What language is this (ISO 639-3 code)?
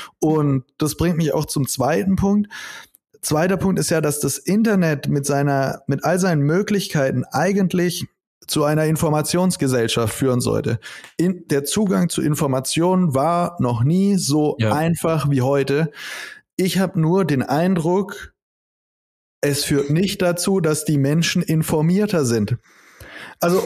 deu